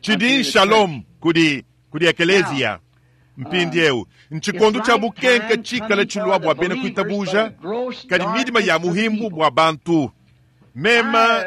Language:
Luba-Lulua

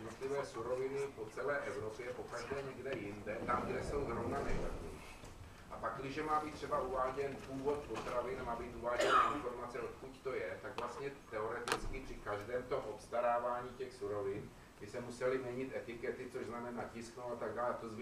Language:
Czech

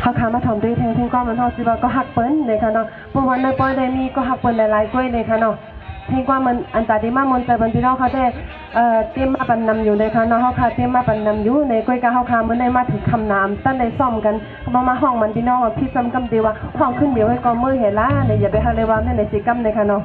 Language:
Shan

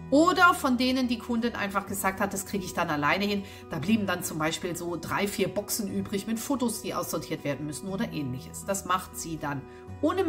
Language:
German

